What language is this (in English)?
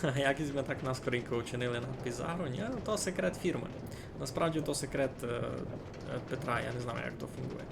Rusyn